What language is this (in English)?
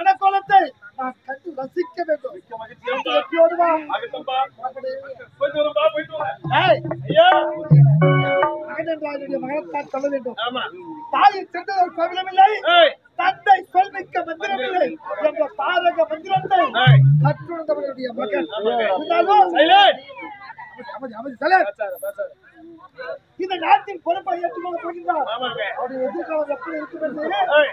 Tamil